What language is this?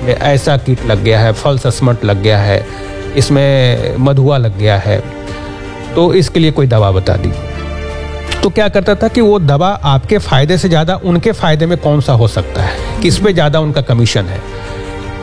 Hindi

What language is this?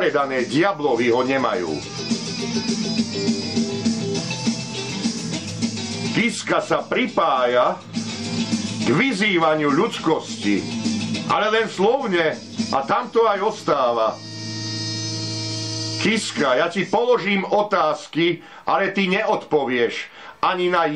Slovak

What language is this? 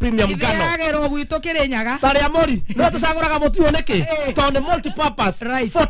Kikuyu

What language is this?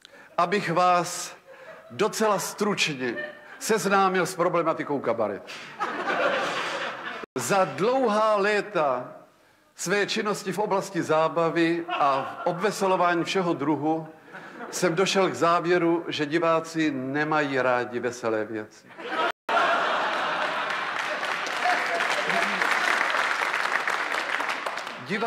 Czech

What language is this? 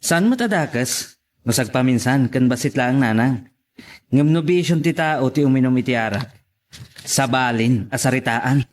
Iloko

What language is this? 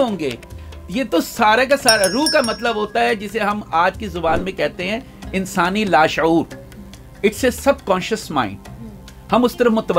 Urdu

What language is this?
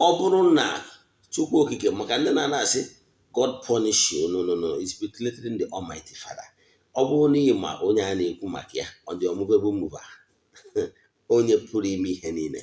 Igbo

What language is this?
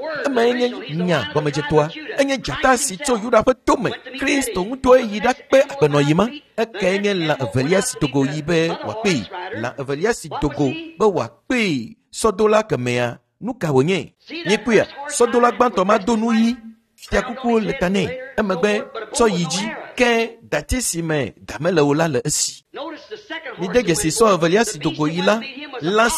Ewe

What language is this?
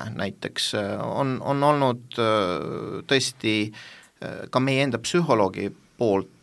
Estonian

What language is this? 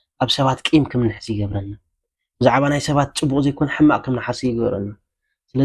Tigrinya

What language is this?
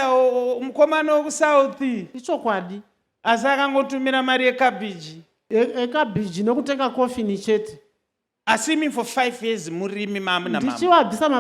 Shona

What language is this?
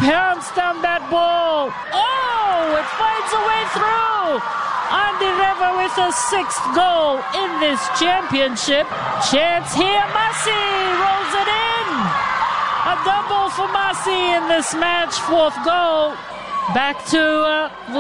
English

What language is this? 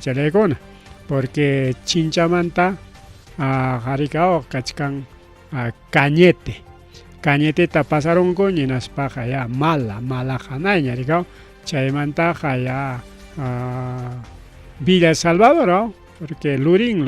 Ayacucho Quechua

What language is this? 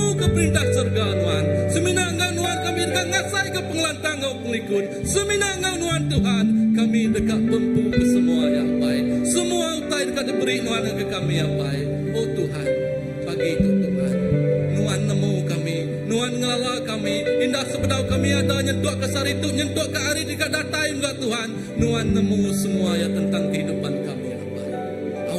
Iban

